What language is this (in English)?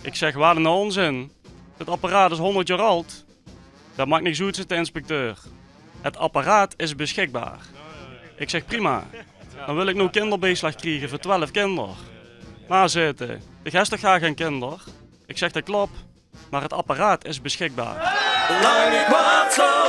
Limburgish